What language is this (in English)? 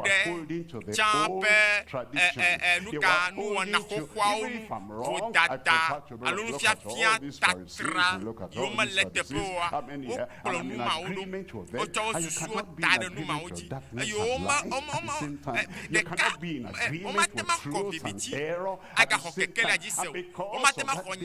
Ewe